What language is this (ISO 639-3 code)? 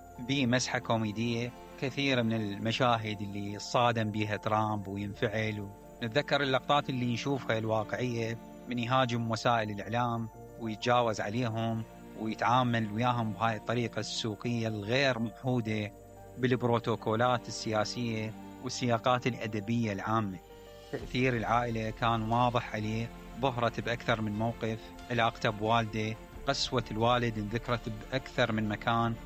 acm